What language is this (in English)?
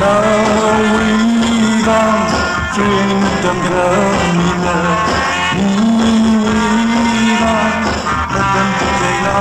Tangkhul Naga (India)